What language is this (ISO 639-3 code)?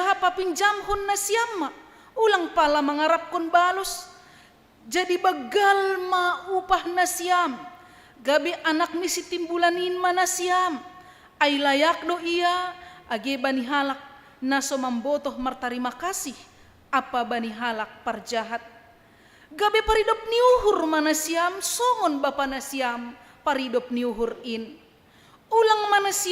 bts